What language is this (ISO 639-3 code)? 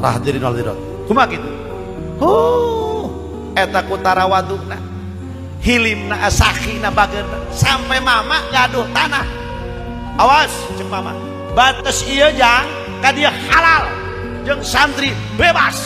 sun